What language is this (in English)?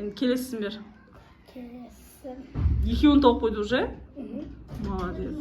Kazakh